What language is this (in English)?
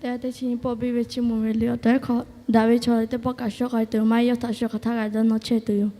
Lahu